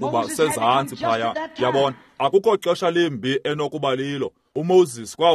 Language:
Xhosa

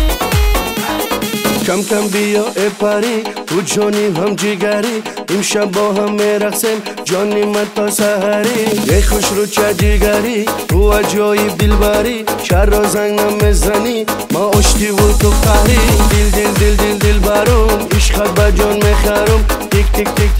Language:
Persian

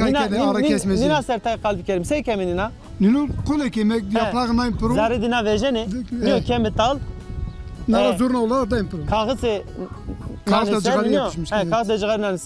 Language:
Zaza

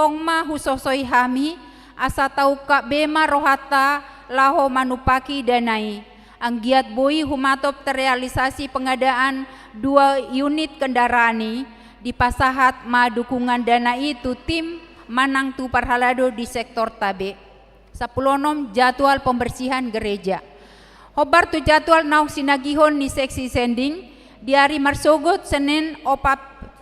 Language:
Batak Toba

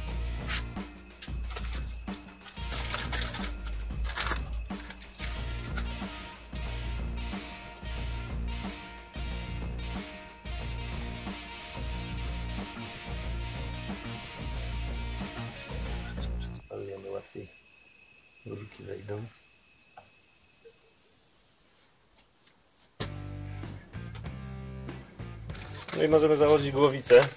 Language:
Polish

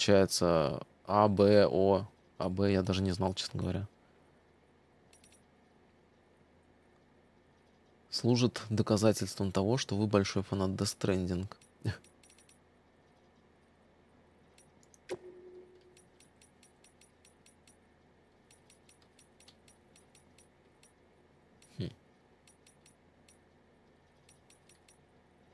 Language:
Russian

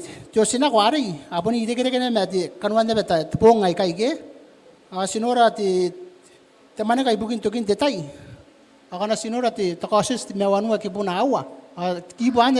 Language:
Gilbertese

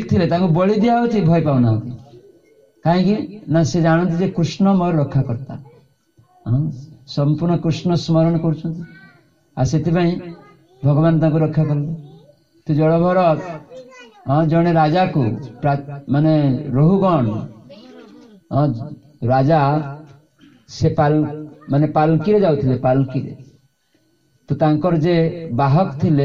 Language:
Odia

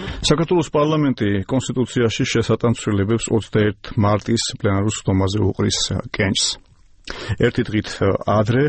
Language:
Georgian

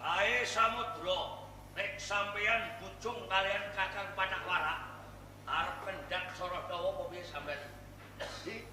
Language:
Javanese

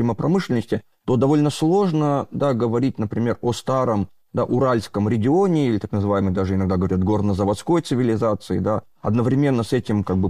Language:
Russian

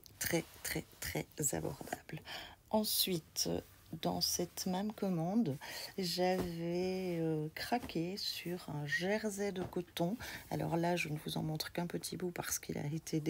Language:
French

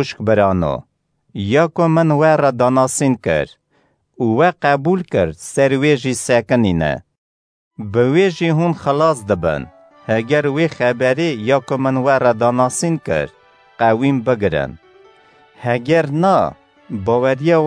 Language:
Kurdish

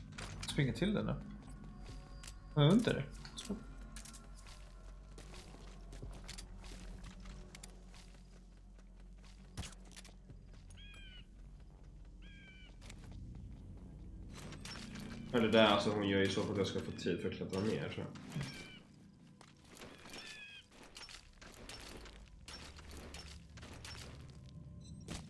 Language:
Swedish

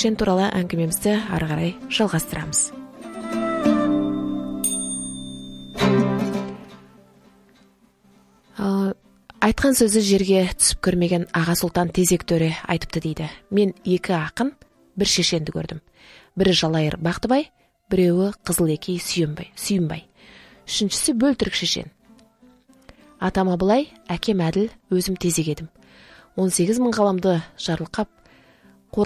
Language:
Kazakh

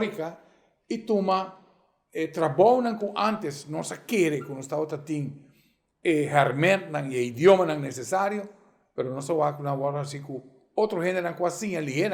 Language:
Papiamento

